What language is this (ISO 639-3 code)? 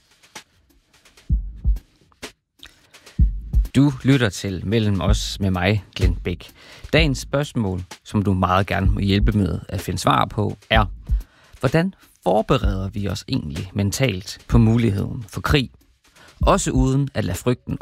dan